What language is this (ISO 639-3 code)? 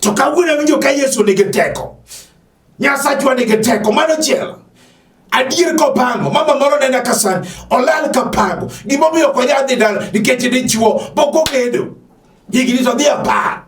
luo